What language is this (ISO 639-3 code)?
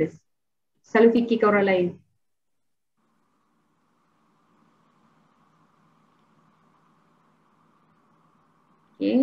msa